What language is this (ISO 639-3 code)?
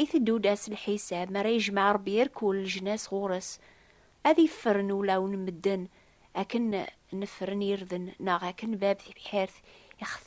kab